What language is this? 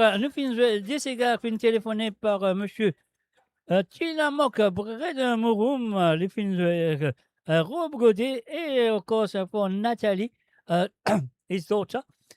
Morisyen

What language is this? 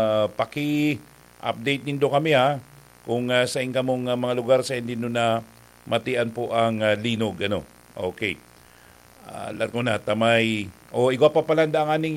Bikol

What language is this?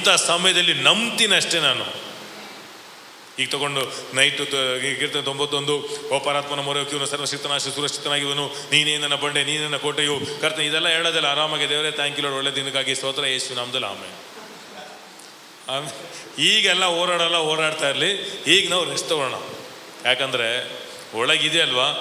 Kannada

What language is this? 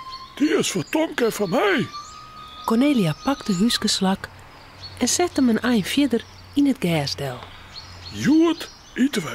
Western Frisian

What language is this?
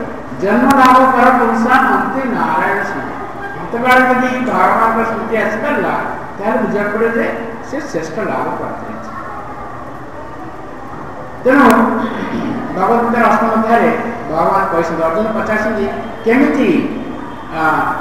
Odia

